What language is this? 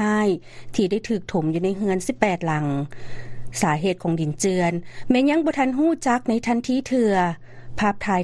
Lao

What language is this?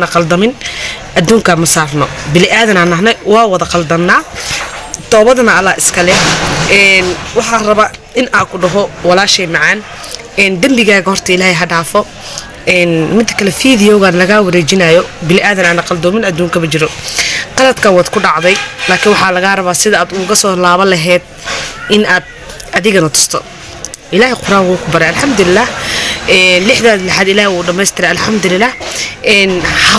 Somali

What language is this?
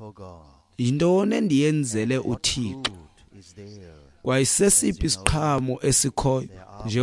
Xhosa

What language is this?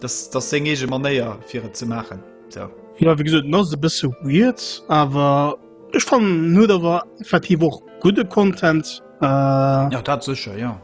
Luxembourgish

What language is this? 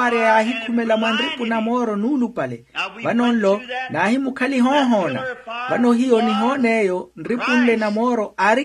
Makhuwa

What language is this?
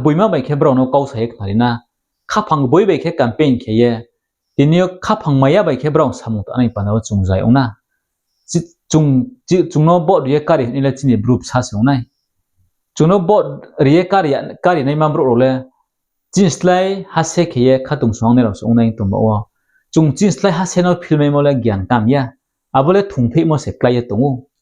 Riang (India)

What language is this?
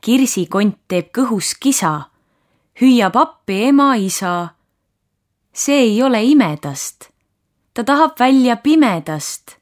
Estonian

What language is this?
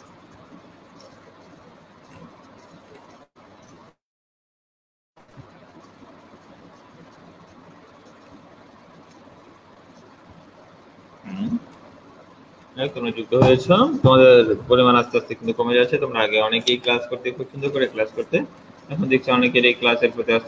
Bangla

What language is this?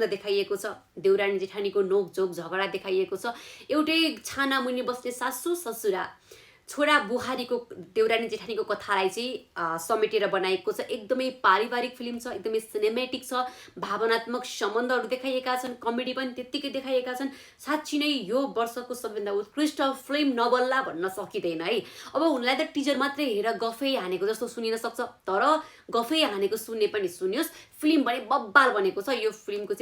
Nepali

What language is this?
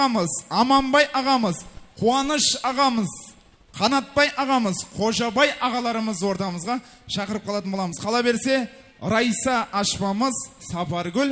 Kara-Kalpak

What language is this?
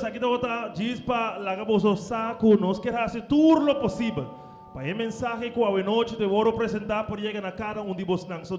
Papiamento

